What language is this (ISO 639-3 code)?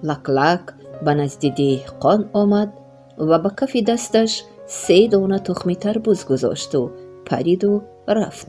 tgk